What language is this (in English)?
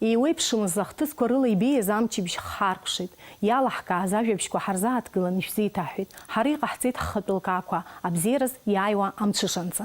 Abkhazian